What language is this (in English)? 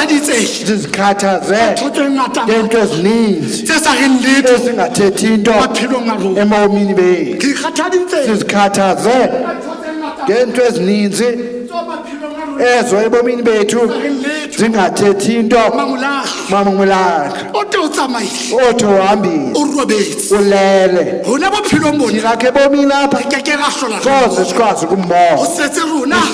Southern Sotho